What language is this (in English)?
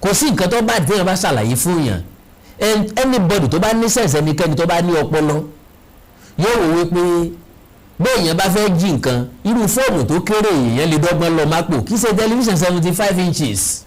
Yoruba